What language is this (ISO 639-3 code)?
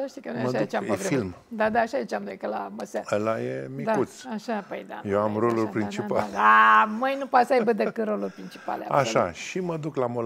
ron